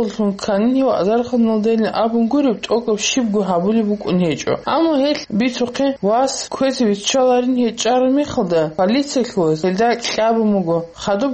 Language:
Avaric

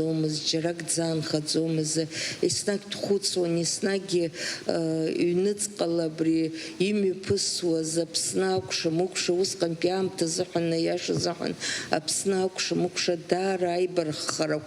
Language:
Abkhazian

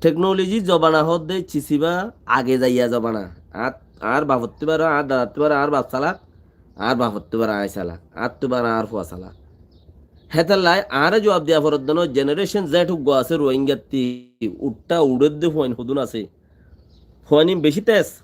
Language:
Rohingya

